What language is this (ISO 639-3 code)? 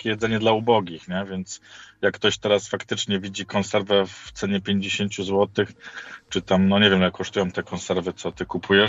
pol